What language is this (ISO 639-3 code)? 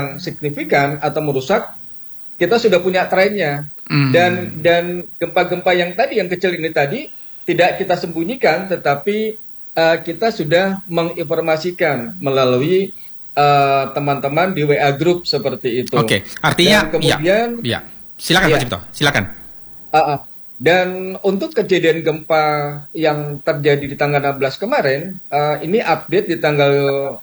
ind